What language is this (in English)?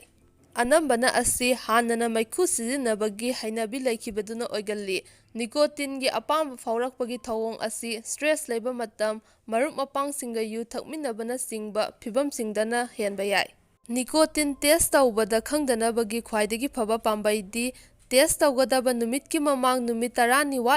Manipuri